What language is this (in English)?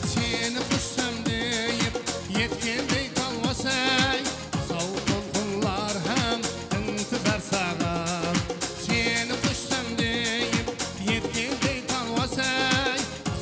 Kara-Kalpak